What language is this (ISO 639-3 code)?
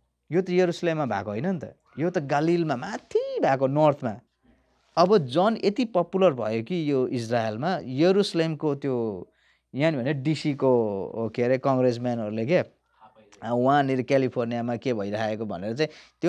nep